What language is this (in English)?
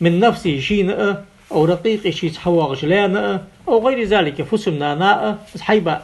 Ingush